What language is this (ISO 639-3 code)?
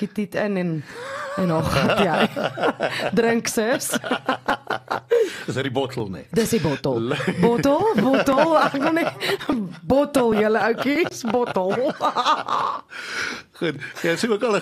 afr